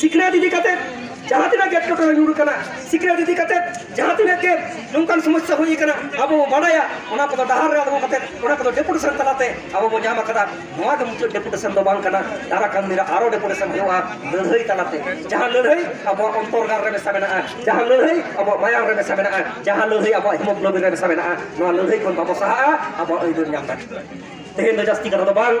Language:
Santali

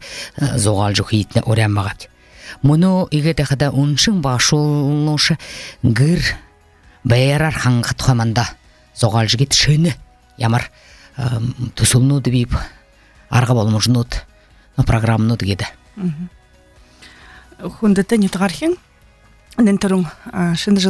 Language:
Buriat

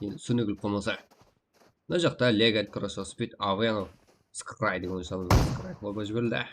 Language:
Kara-Kalpak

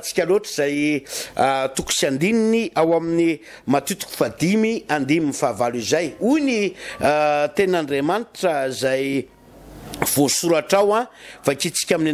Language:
Malagasy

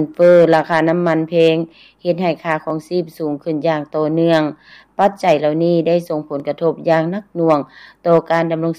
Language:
Lao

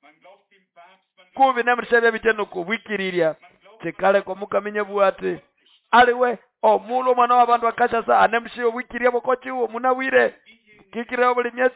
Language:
Nande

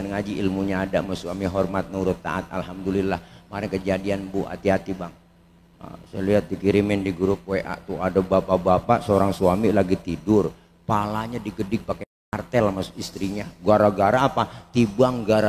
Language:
Betawi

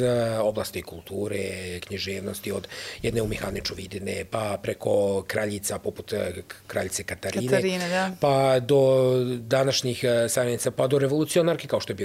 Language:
Croatian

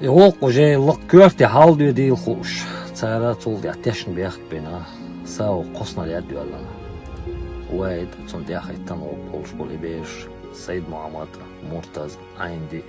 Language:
Chechen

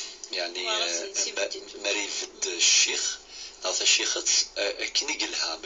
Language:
Kabyle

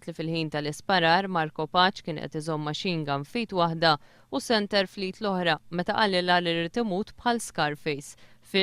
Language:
Maltese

